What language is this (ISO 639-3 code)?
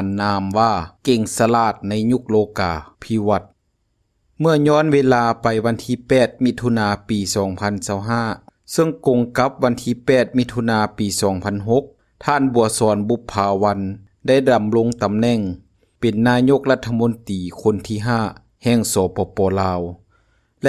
lao